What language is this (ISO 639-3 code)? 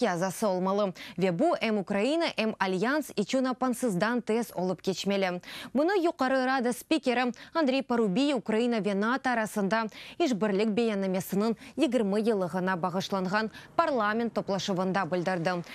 crh